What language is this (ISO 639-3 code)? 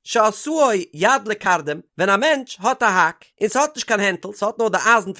yid